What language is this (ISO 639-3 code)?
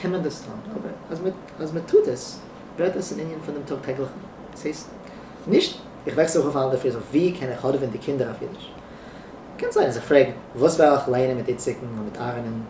yid